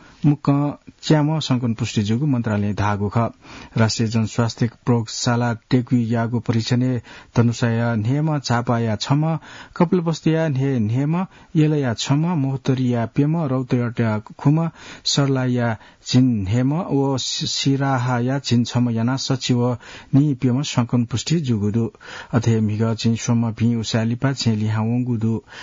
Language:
Newari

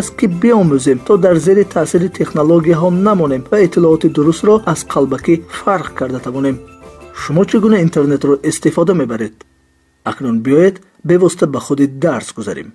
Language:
Tajik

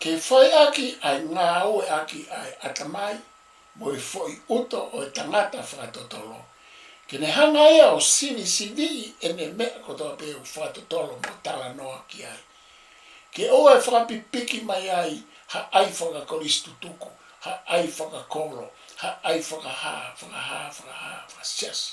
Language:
Tongan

